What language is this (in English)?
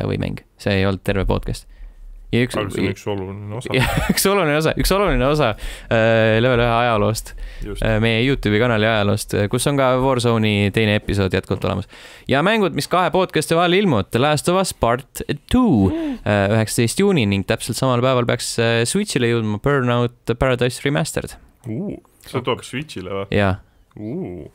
Estonian